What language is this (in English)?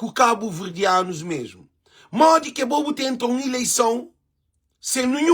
Kabuverdianu